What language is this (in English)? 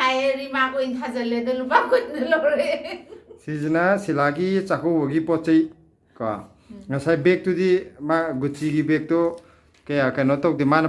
Manipuri